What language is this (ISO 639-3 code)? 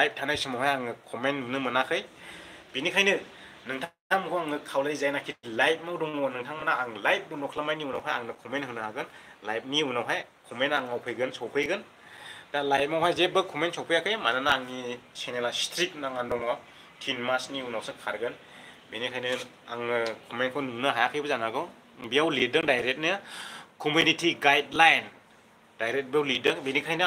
brx